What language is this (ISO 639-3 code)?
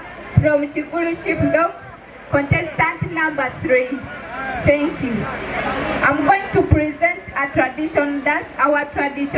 xog